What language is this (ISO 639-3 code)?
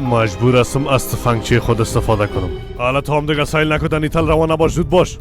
fas